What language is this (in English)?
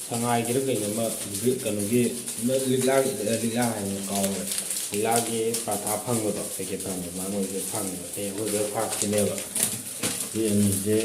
Manipuri